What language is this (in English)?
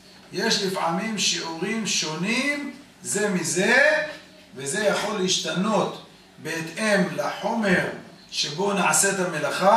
Hebrew